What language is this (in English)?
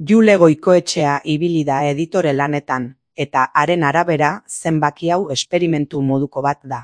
Basque